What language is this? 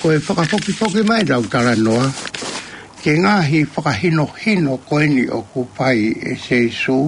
Tongan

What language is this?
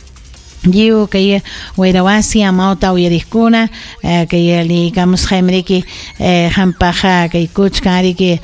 Ayacucho Quechua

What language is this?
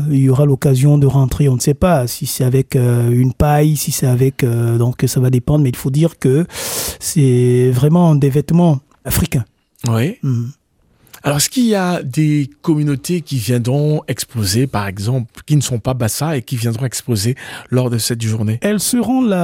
French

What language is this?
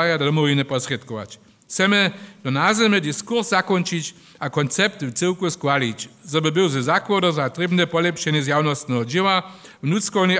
Upper Sorbian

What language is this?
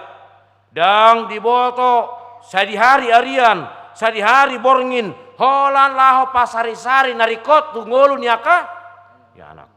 Batak Toba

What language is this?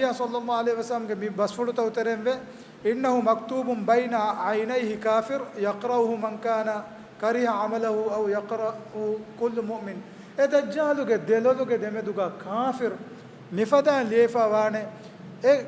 Divehi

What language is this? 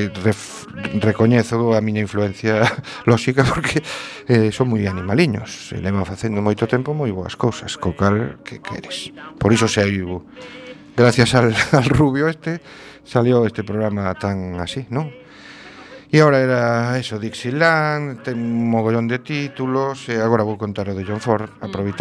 Galician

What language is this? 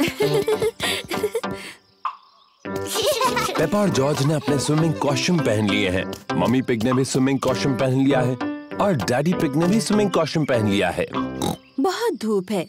Hindi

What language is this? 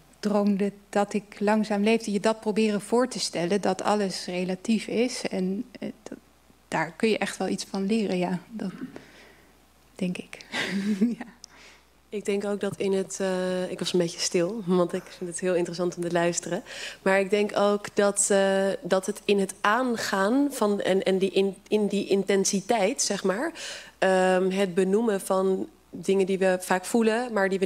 Dutch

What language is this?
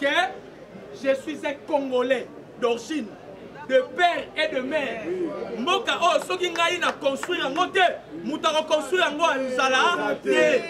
Lingala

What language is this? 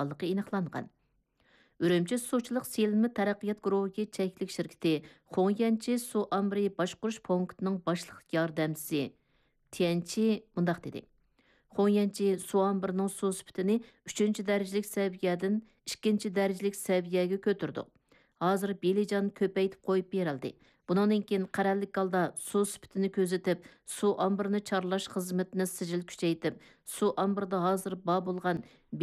Uyghur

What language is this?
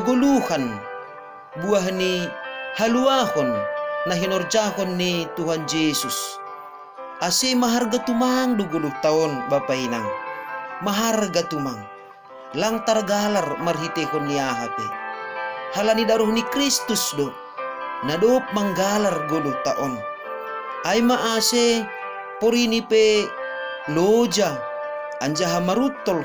Batak Simalungun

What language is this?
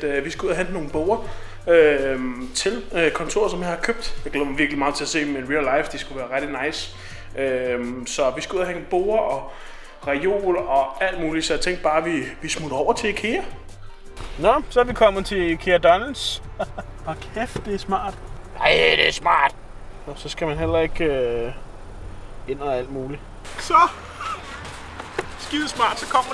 Danish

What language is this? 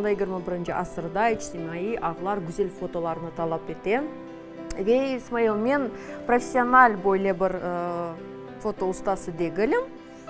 Crimean Tatar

